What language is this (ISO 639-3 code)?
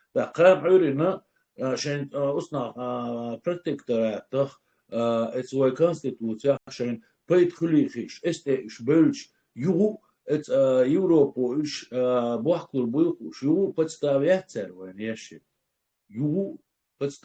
che